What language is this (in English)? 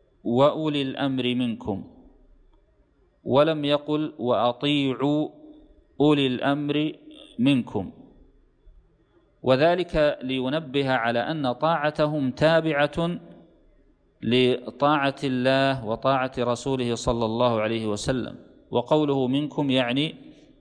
Arabic